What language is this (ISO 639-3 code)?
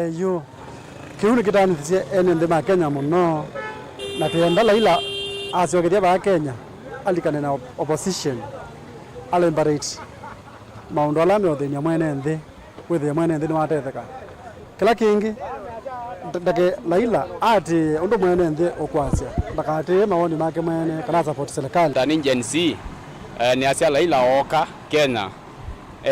kam